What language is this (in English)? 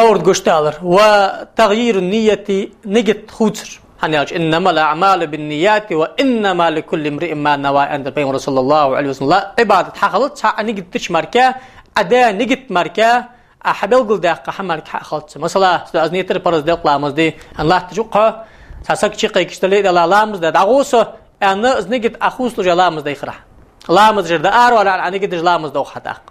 Ingush